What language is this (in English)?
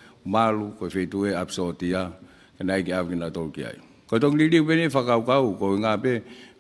Tongan